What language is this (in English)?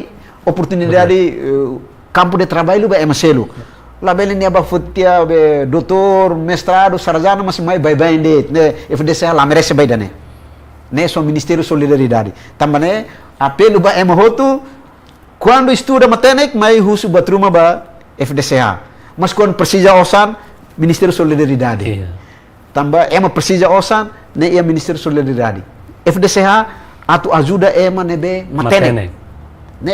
Tetum